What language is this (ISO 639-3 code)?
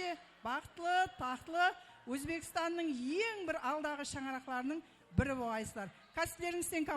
kaa